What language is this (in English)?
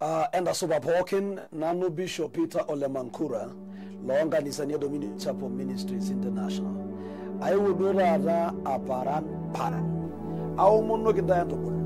Masai